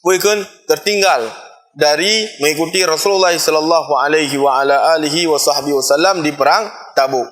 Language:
Achinese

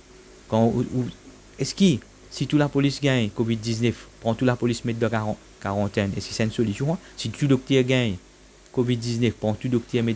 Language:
Morisyen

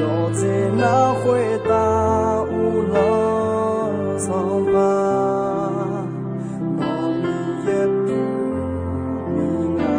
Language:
Akha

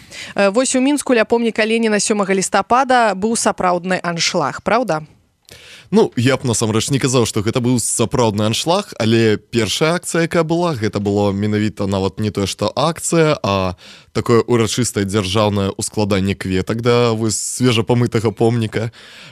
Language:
Belarusian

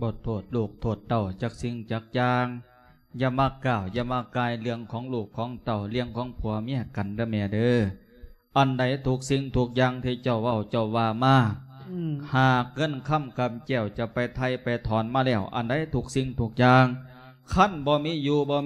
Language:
Lao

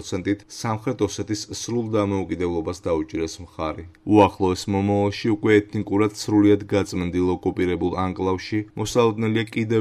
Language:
Georgian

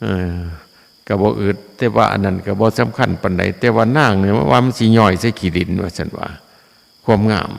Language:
Northeastern Thai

